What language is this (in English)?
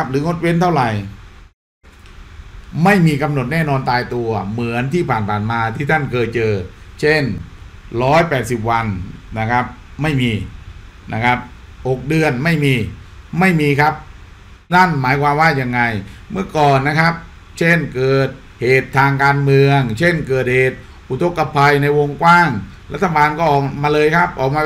Thai